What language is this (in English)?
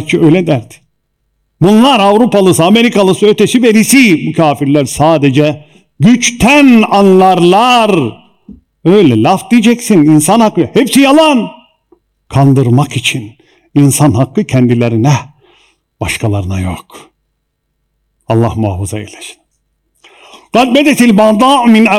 Turkish